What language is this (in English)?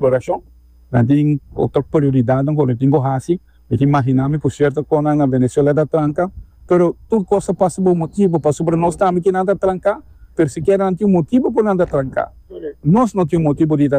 Papiamento